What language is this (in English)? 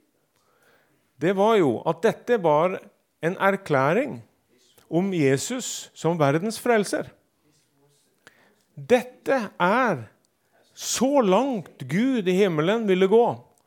Norwegian